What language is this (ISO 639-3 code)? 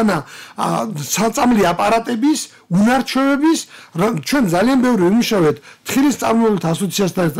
kat